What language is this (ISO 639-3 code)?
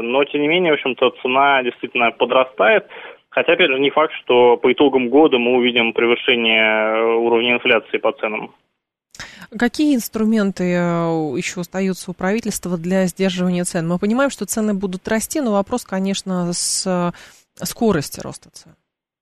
rus